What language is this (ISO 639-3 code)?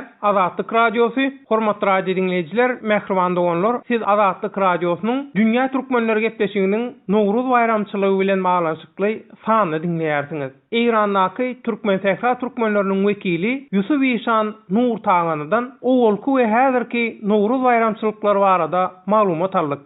tuk